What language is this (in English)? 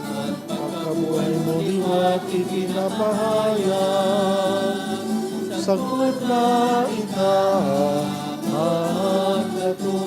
Bikol